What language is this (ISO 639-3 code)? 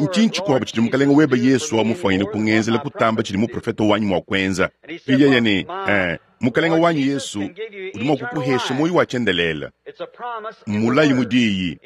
lua